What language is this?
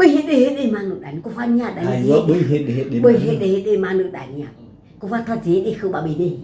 Nias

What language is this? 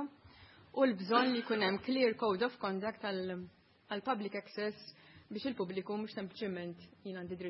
Maltese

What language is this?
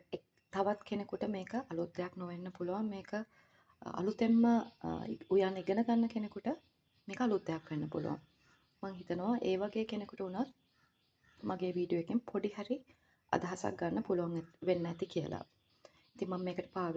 Sinhala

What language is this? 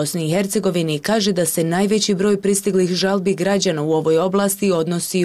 Bosnian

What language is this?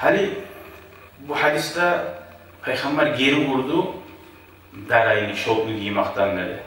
Kumyk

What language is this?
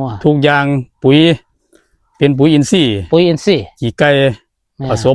Northeastern Thai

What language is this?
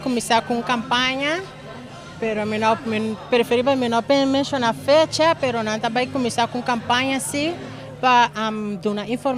Papiamento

